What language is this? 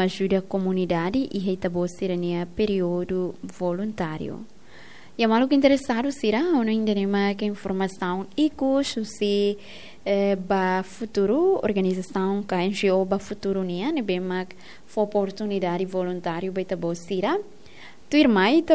Tetum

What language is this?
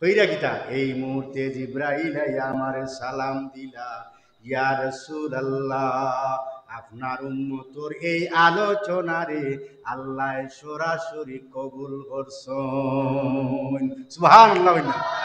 Sylheti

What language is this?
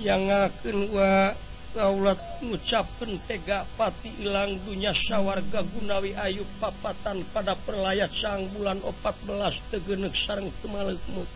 Sundanese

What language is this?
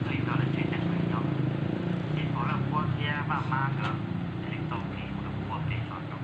Hmong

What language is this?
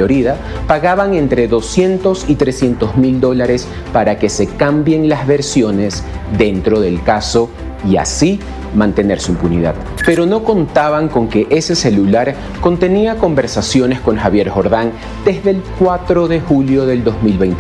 Spanish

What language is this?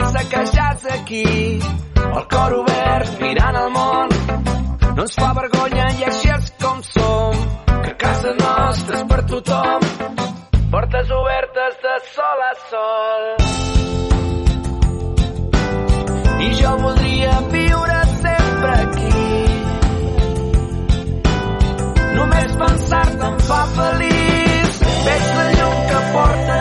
Catalan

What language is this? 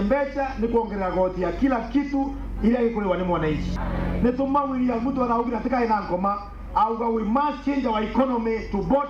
Meru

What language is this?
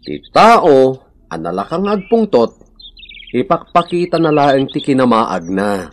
Iloko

